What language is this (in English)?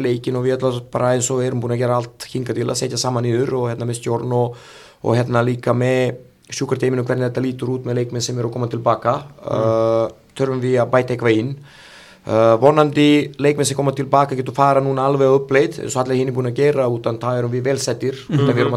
Icelandic